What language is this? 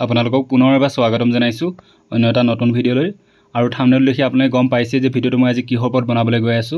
Assamese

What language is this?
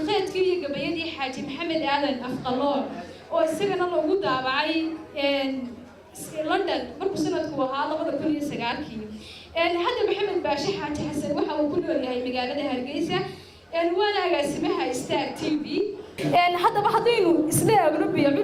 Somali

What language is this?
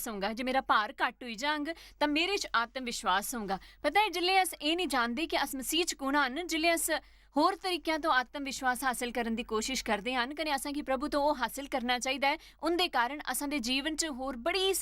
Dogri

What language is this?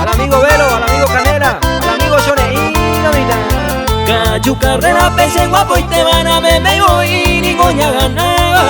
Guarani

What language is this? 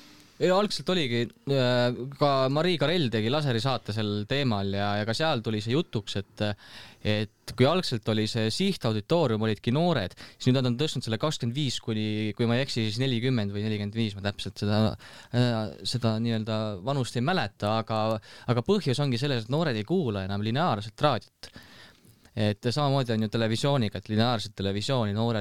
Estonian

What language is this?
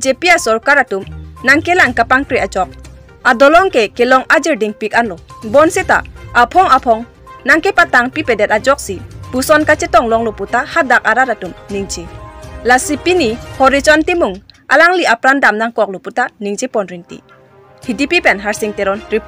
Karbi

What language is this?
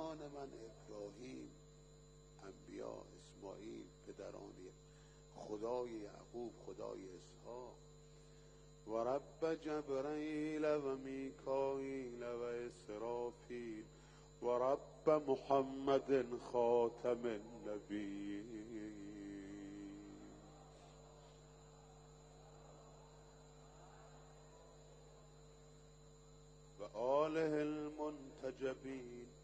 Persian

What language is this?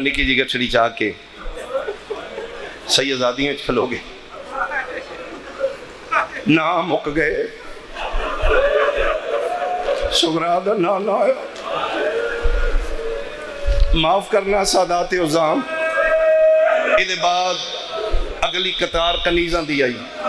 Urdu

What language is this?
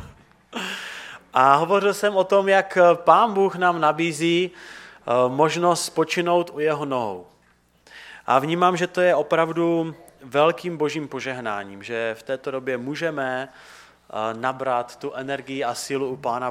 Czech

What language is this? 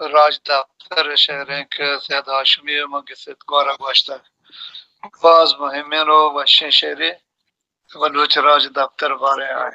Baluchi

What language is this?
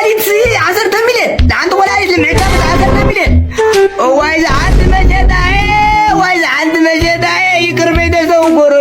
Tigrinya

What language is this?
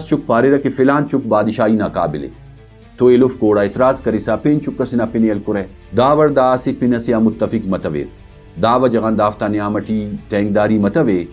Brahui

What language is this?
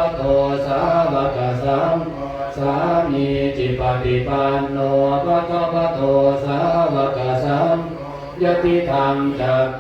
Pali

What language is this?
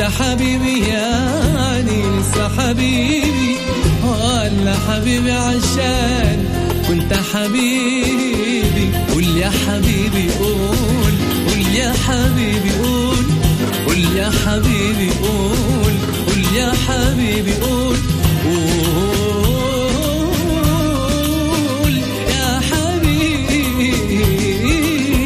Moroccan Arabic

